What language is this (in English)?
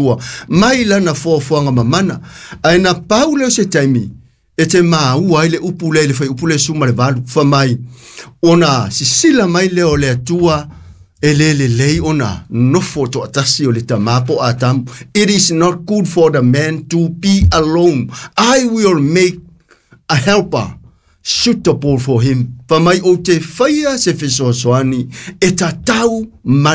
Samoan